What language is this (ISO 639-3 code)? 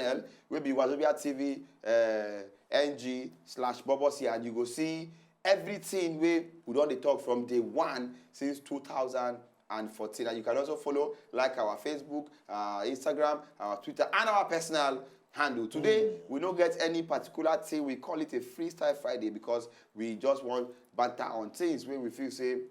pcm